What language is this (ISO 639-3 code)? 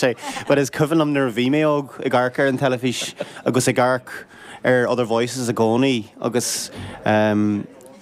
gle